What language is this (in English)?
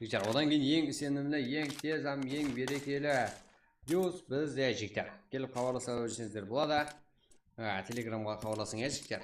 Kara-Kalpak